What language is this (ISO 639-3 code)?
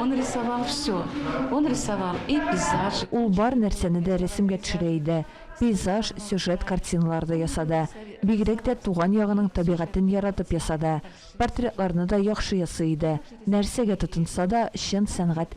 tat